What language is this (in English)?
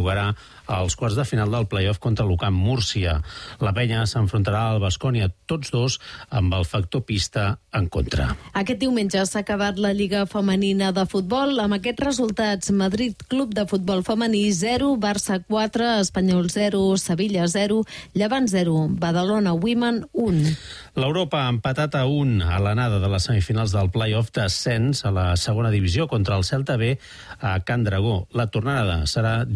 Catalan